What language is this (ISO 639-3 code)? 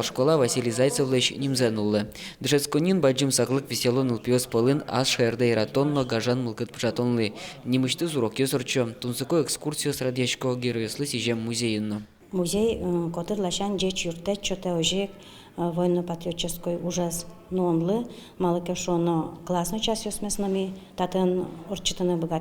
udm